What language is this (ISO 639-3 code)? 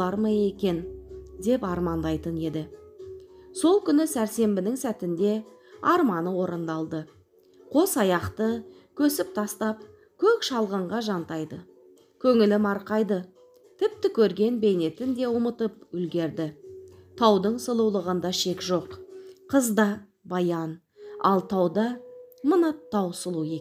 kaz